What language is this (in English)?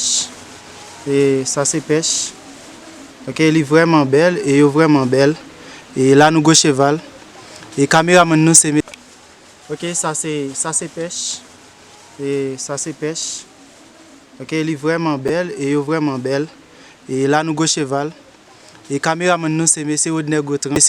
Haitian Creole